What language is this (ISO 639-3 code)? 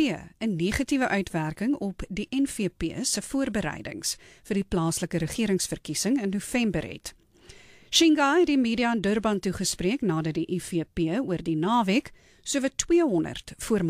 afr